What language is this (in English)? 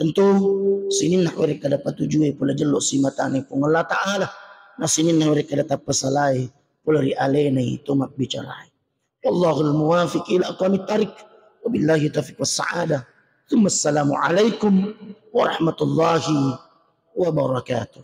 Buginese